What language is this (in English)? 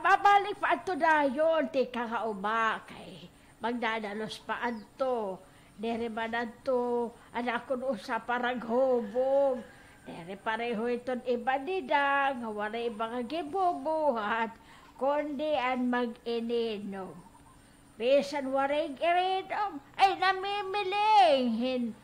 Waray